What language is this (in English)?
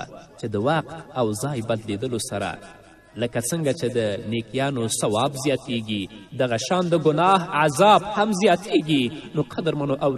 Pashto